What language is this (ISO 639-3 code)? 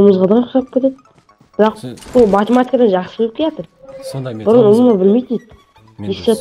kaa